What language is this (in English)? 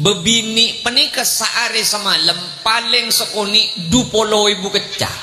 Madurese